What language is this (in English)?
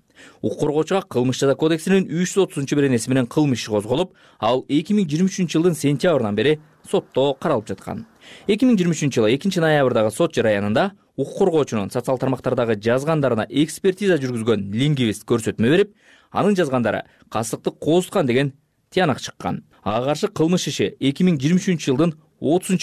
Kyrgyz